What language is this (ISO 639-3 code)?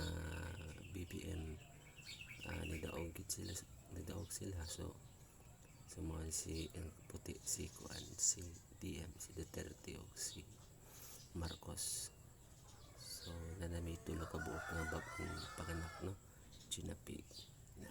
ceb